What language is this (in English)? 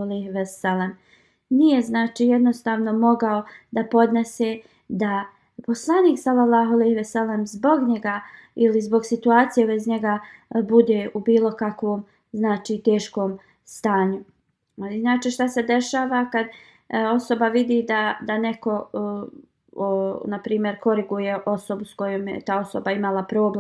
Bosnian